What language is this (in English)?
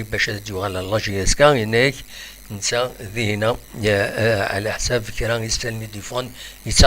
Kabyle